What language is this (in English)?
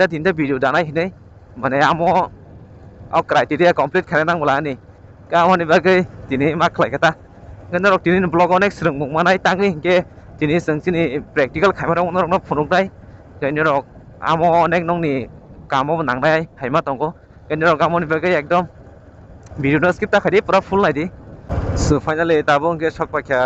Kok Borok